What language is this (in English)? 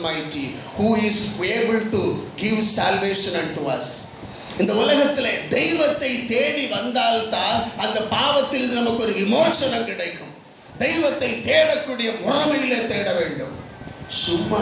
Tamil